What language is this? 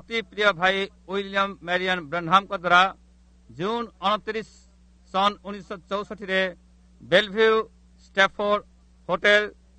Odia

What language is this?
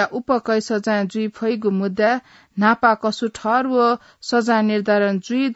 Newari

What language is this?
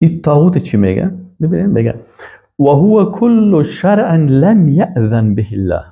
Tajik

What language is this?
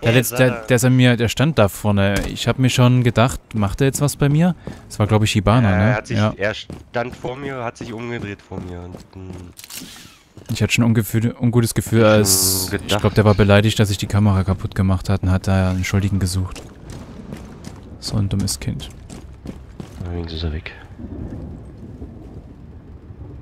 German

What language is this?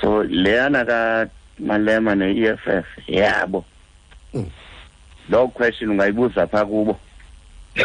Xhosa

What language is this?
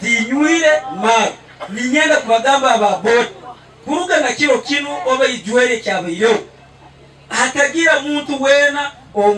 Nyankole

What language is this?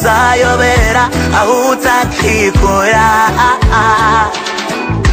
Kinyarwanda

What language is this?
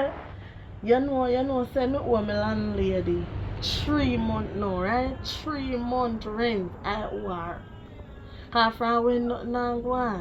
Jamaican Creole English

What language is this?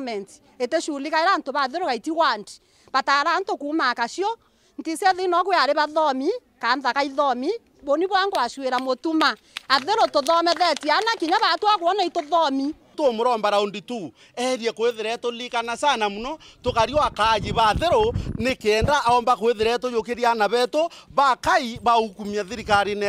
Meru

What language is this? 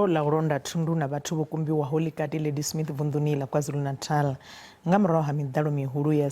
Venda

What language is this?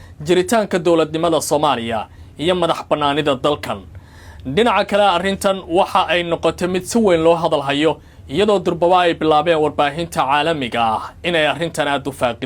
Somali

